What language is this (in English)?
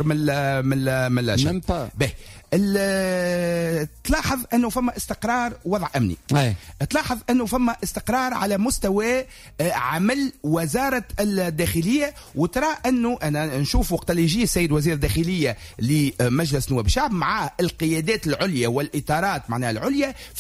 Tunisian Arabic